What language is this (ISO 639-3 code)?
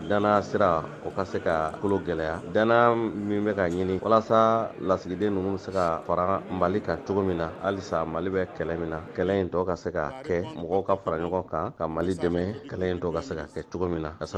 bam